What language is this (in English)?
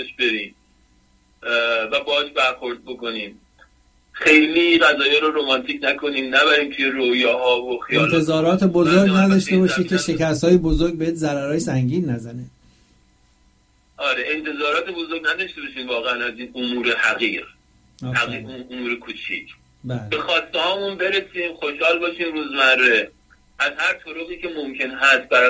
Persian